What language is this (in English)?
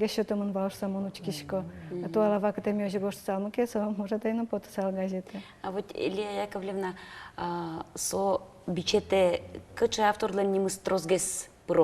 Udmurt